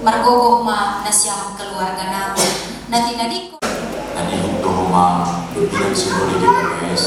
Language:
Batak Simalungun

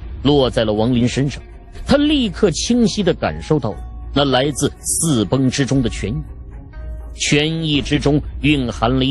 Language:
Chinese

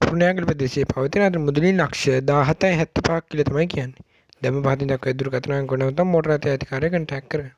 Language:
Sinhala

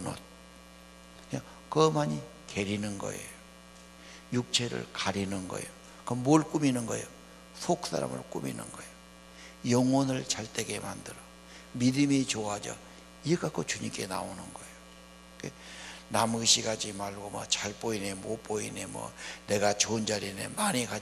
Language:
Korean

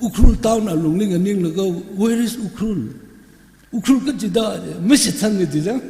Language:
Tangkhul Naga (India)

